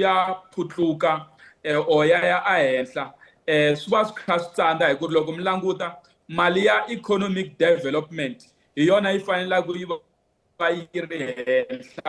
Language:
Tsonga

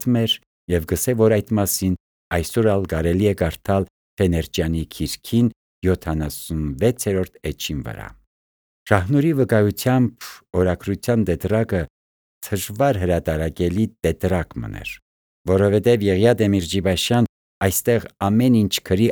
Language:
Armenian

